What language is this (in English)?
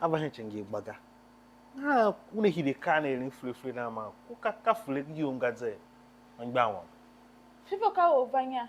Tiv